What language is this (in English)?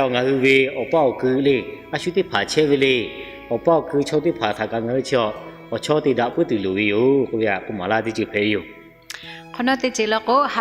Lahu